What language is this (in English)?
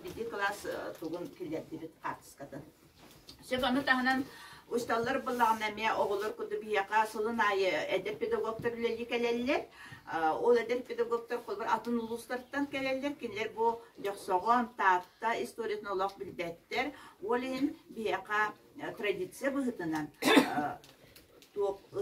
Yakut